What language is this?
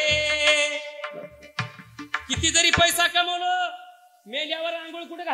Marathi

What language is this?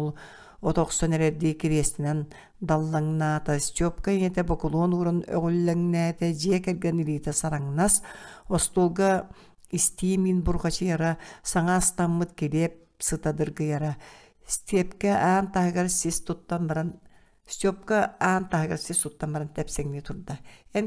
Yakut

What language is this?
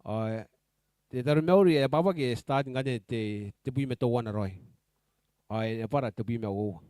Gilbertese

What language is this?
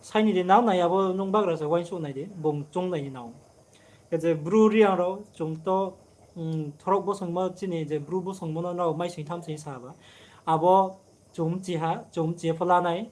Riang (India)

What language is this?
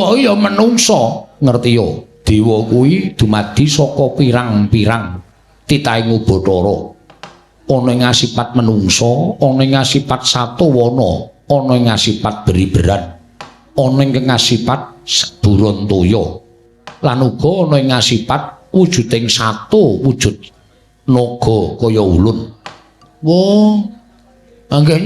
Javanese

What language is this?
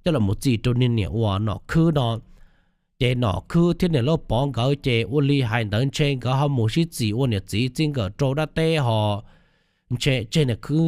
Hmong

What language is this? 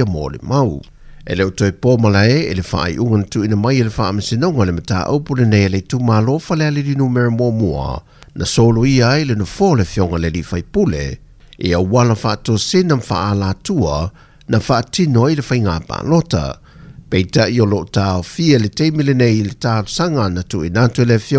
Samoan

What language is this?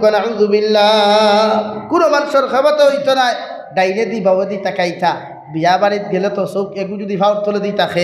Sylheti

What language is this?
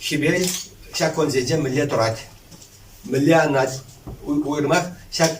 Chuvash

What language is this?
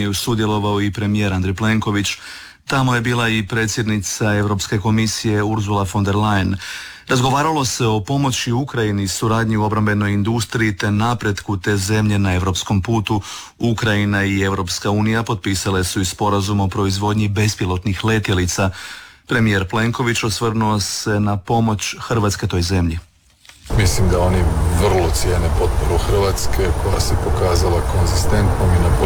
Croatian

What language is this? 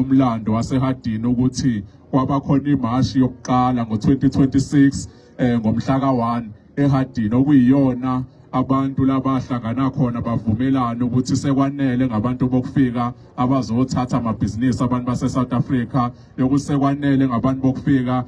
Zulu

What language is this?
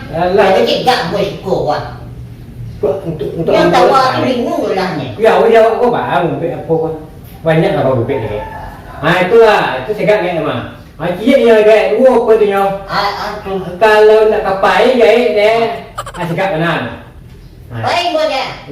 Minangkabau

